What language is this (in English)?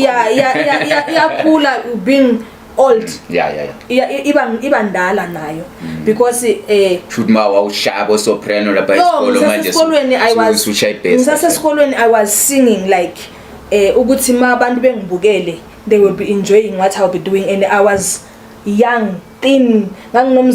Zulu